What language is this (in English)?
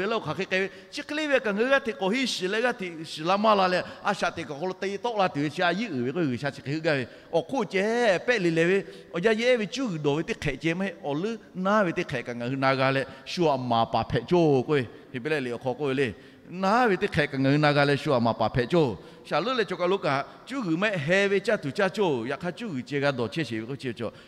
Lahu